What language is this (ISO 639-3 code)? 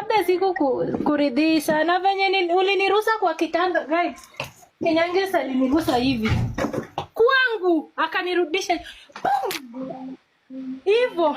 swa